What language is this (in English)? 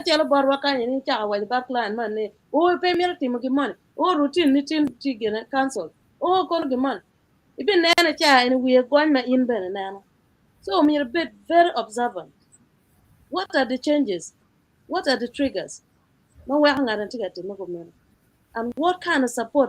Acoli